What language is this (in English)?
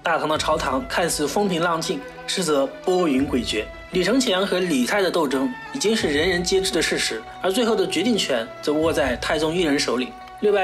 Chinese